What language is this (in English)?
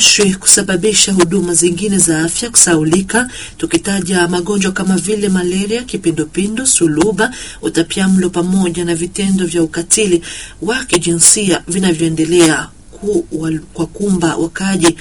Swahili